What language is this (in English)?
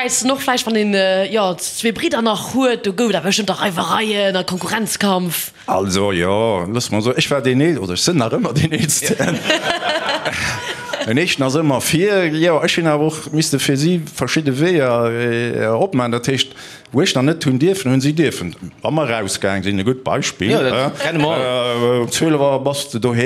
Luxembourgish